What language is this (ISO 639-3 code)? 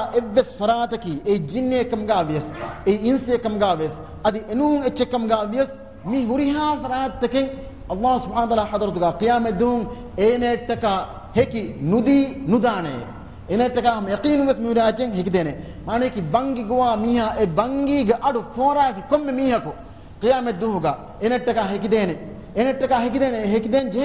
div